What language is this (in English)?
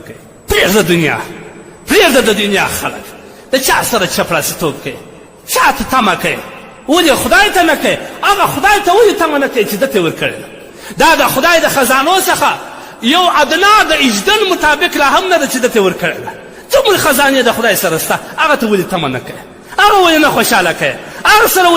Pashto